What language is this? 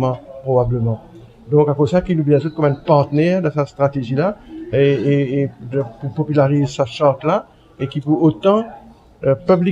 Morisyen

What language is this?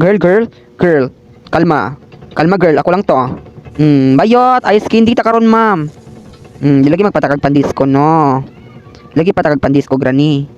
Cebuano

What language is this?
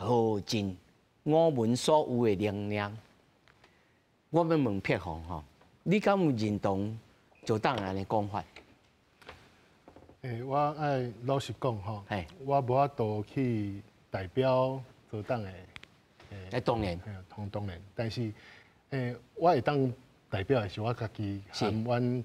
Min Nan Chinese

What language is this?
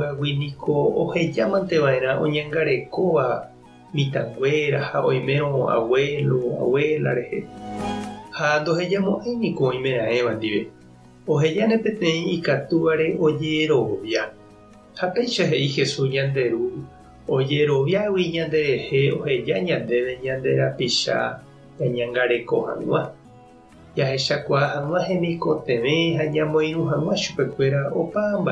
Guarani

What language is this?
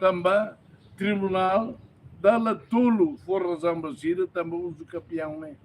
Tetum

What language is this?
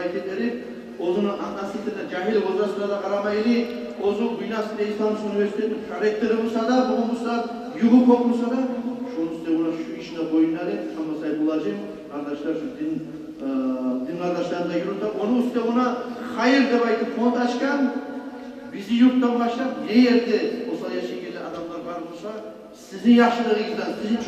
Kumyk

